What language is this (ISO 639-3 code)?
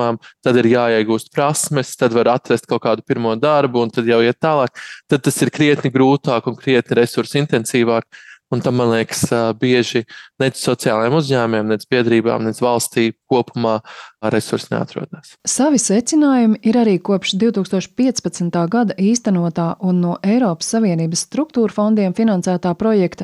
lav